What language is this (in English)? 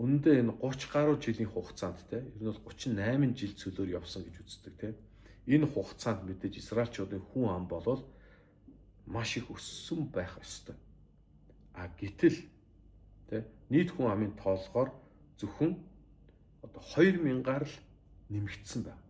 Mongolian